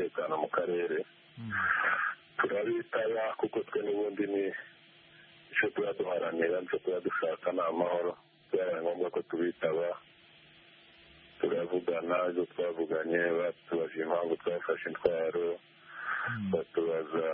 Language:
Kinyarwanda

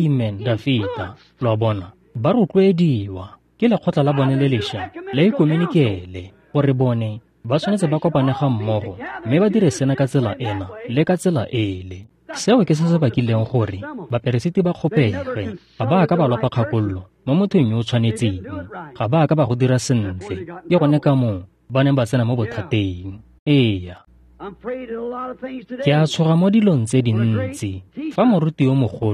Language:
Tswana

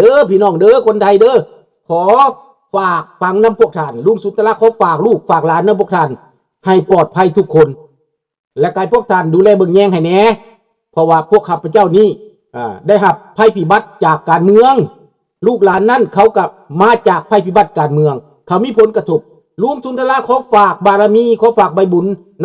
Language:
Lao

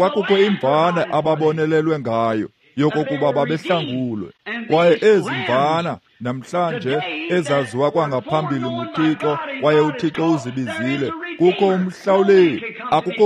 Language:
Xhosa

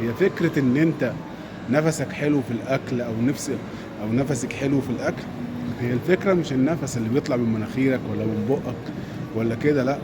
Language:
Egyptian Arabic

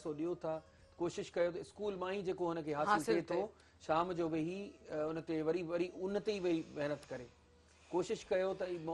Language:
Sindhi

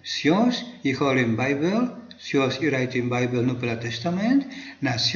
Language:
Tok Pisin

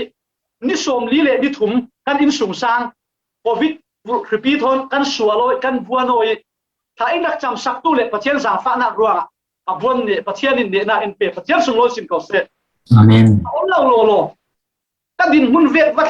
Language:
Falam Chin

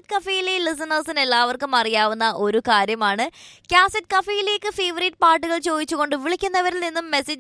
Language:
Malayalam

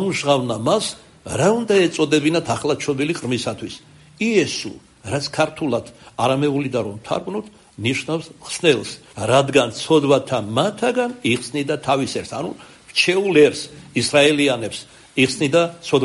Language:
Georgian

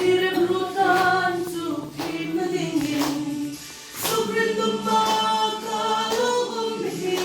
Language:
Hmar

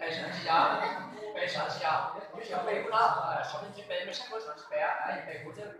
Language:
Hmong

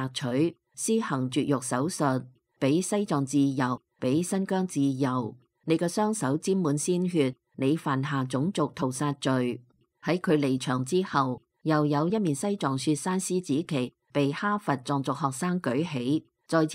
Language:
Cantonese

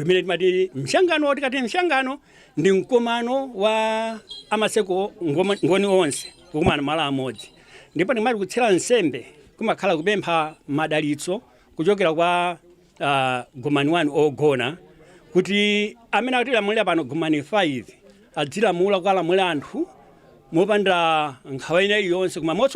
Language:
Nyanja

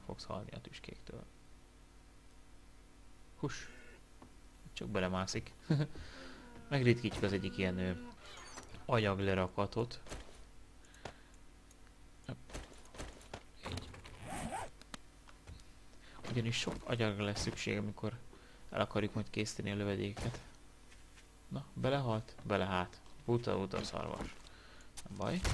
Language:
Hungarian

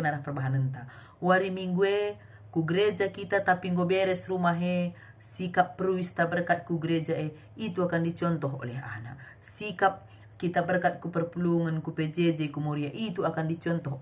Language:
Batak Karo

